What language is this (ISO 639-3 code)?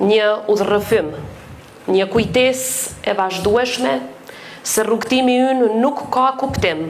sqi